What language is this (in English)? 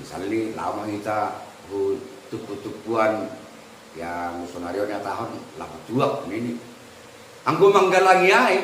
Batak Simalungun